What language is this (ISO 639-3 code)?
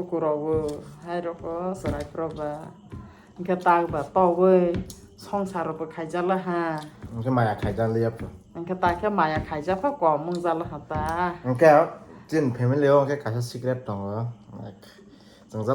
trp